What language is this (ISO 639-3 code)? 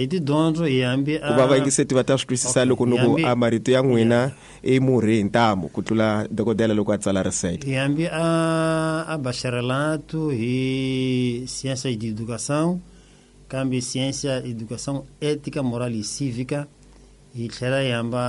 tso